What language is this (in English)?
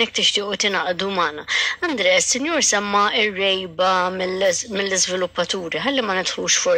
Maltese